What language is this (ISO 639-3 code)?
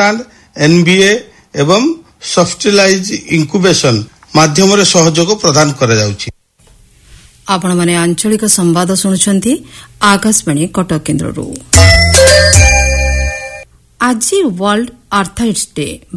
ori